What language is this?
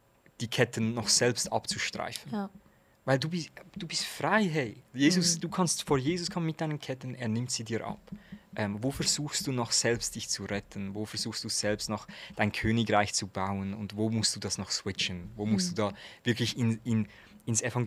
Swiss German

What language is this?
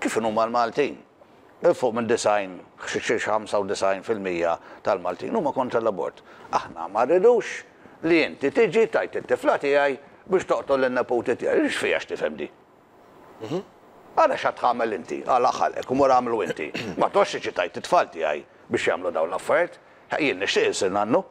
Maltese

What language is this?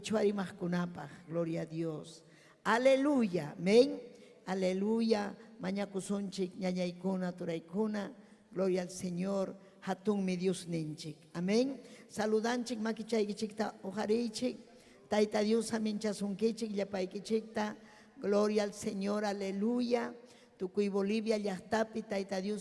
Ayacucho Quechua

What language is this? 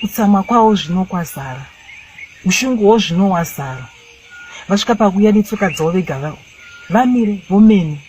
Shona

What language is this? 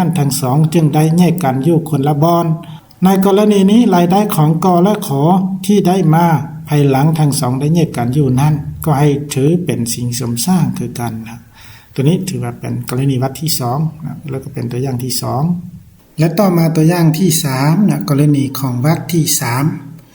Lao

